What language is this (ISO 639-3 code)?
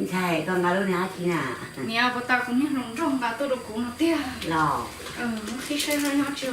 hmn